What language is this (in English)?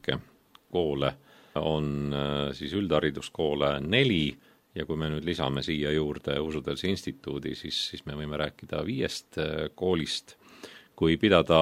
Estonian